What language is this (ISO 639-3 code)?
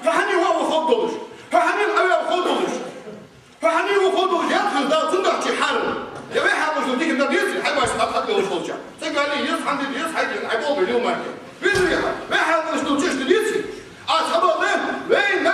inh